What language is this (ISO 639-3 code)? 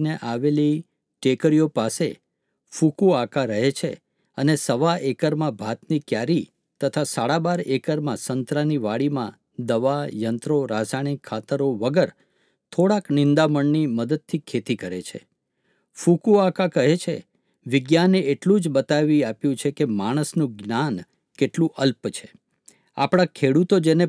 guj